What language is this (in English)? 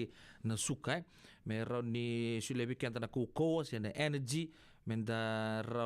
Fijian